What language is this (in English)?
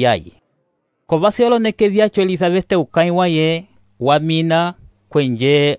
Umbundu